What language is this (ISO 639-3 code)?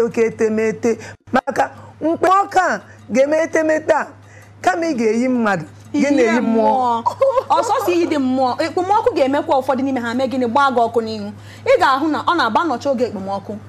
ibo